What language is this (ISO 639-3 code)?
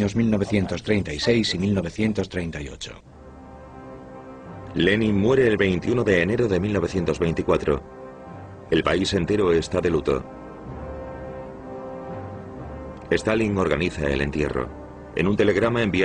spa